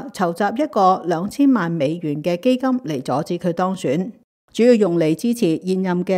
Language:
Cantonese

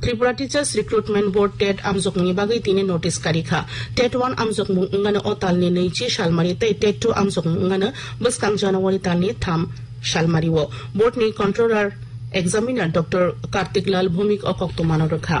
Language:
Kok Borok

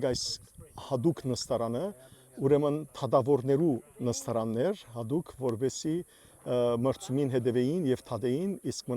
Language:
Western Armenian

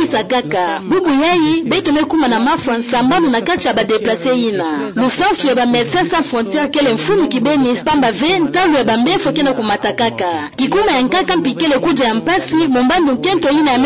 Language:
Kituba (Democratic Republic of Congo)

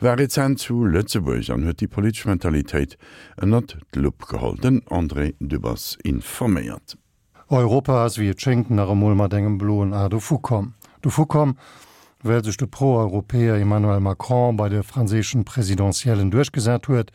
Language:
Luxembourgish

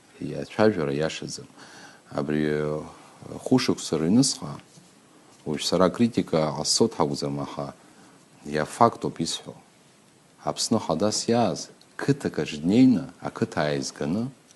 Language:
Abkhazian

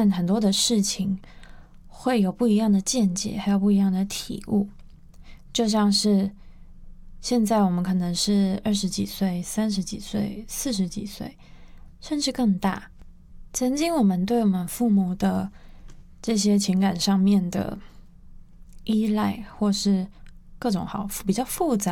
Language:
Chinese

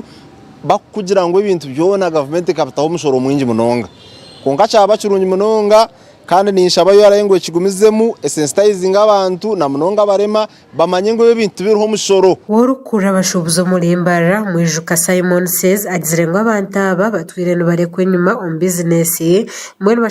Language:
Nyankole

